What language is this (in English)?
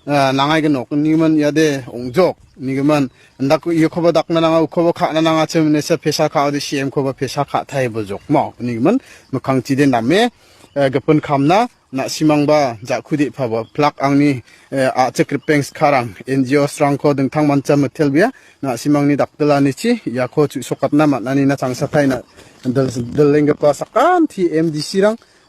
Garo